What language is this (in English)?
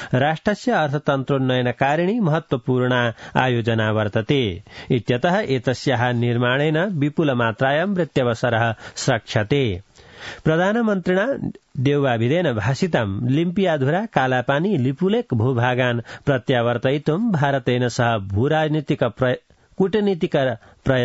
Sanskrit